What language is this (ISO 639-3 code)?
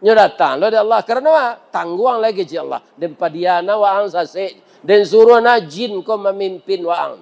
min